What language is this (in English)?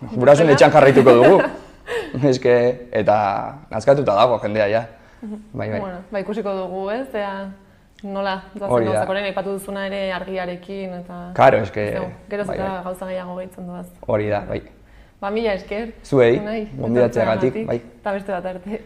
Basque